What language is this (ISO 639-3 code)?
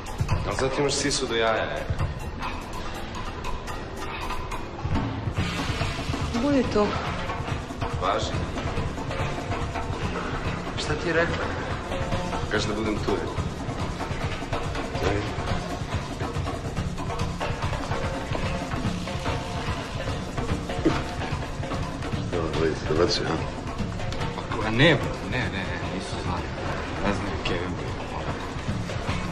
srp